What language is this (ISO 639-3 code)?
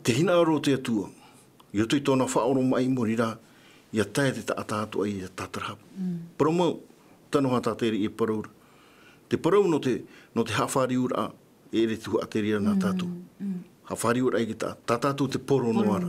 tah